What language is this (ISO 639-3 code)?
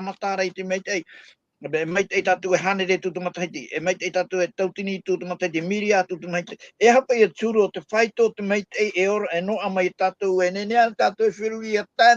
tah